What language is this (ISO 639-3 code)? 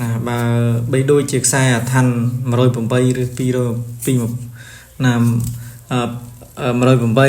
khm